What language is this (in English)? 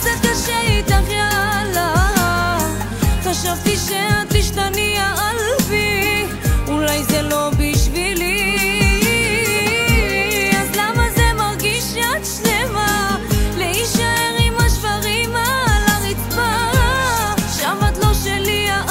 Hebrew